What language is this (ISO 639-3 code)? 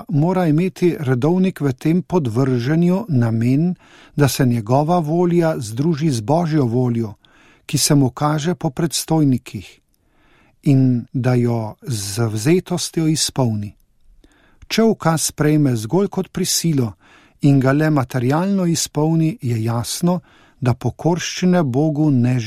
slv